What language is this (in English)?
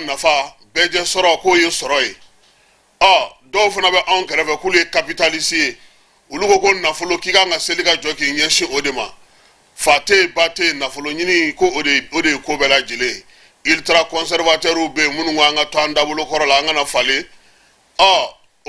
Bambara